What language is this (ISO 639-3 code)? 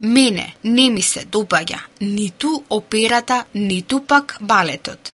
mkd